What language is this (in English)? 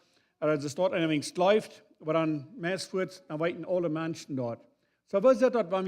Plautdietsch